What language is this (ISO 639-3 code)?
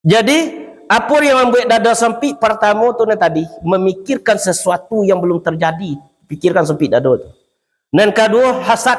min